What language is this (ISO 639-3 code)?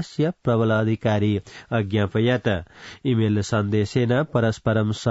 san